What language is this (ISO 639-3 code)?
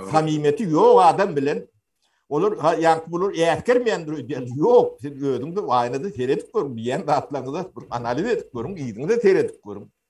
tuk